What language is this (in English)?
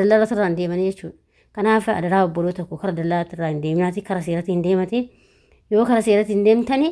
Oromo